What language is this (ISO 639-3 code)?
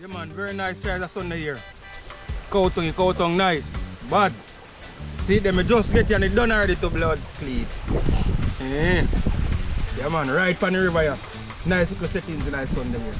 jam